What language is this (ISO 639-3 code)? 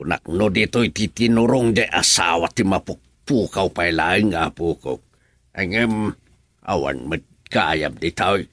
ilo